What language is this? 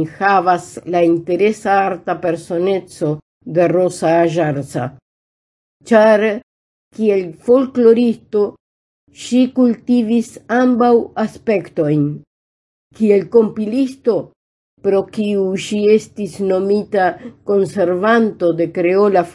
Esperanto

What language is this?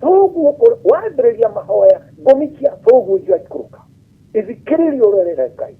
Kikuyu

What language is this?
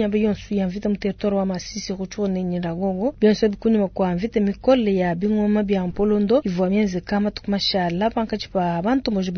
Luba-Lulua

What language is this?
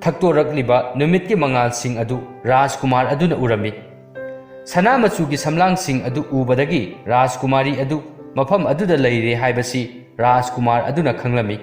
Manipuri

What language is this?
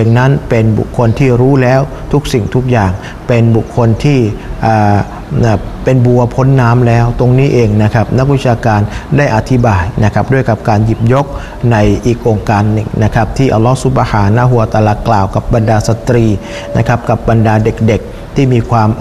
Thai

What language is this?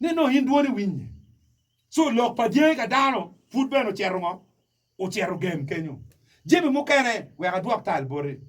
Acoli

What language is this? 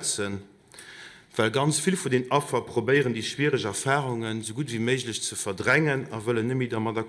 Luxembourgish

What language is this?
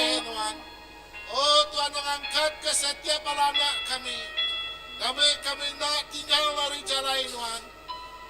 Iban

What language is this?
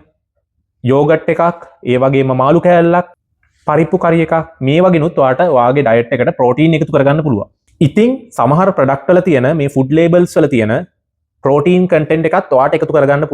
Sinhala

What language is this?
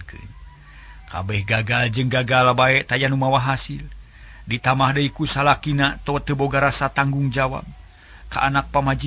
Sundanese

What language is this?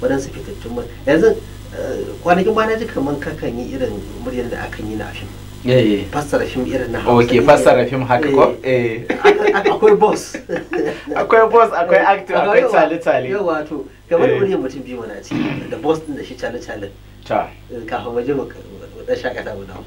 Hausa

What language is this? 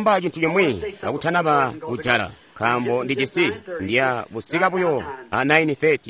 Tonga (Zambia)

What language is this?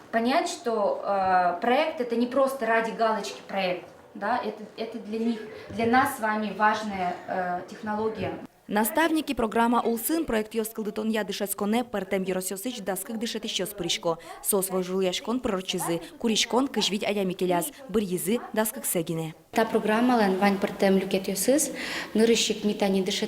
Udmurt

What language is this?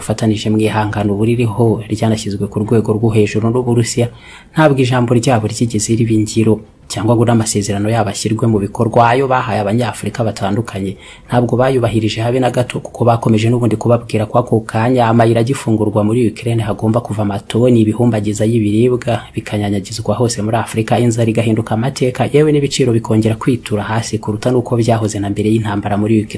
Kinyarwanda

